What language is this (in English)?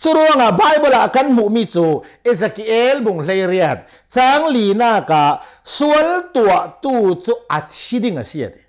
Hakha Chin